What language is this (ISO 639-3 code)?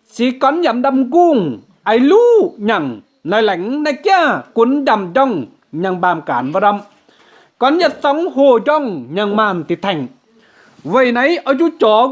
mji